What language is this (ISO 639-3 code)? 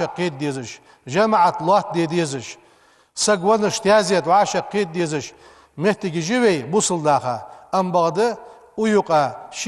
inh